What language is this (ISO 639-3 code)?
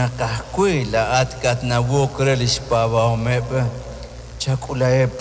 kek